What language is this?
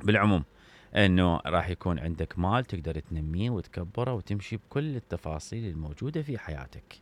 Mesopotamian Arabic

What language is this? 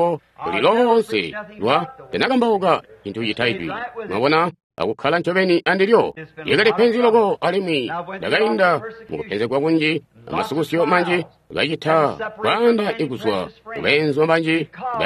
Tonga (Zambia)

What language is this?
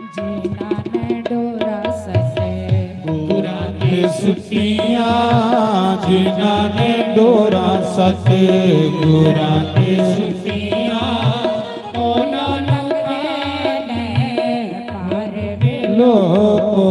Dogri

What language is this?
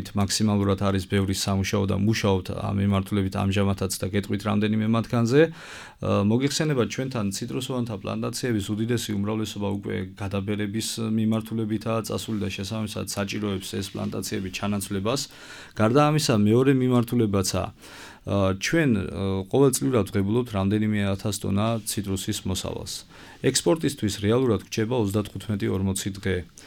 Georgian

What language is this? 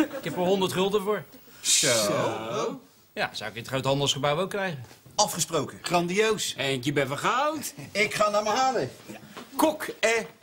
Dutch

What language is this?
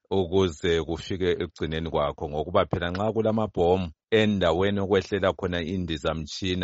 North Ndebele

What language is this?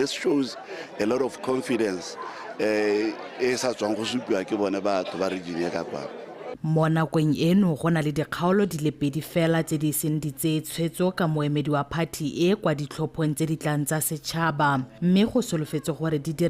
Tswana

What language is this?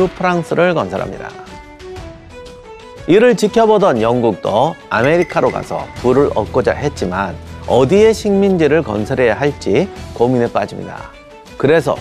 Korean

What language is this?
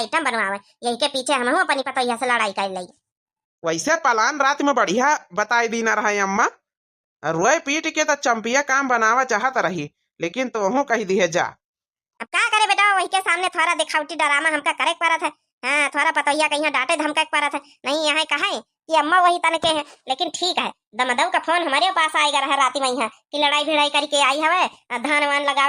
Awadhi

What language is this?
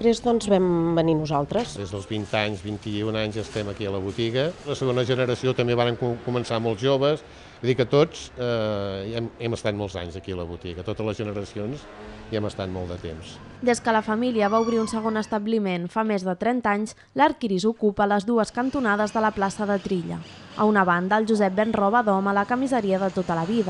Catalan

